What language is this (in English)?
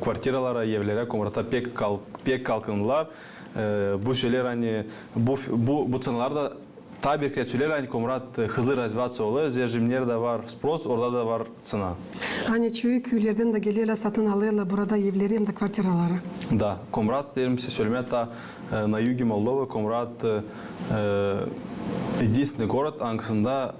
Gagauz